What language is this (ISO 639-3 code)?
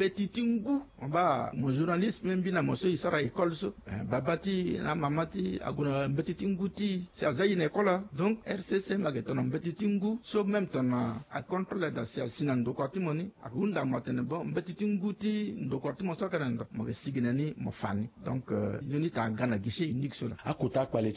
sag